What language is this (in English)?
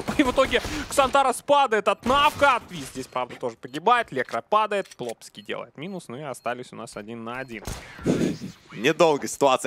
Russian